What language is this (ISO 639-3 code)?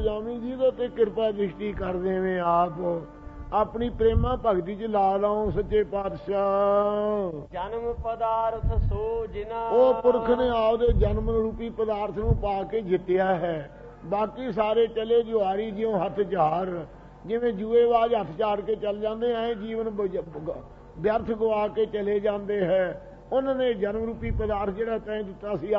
pan